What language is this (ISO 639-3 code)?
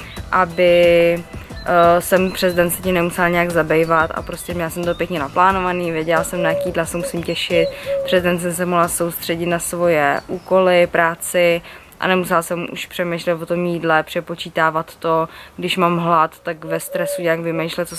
ces